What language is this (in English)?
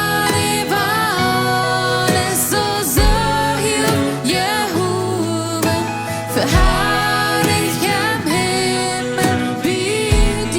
Plautdietsch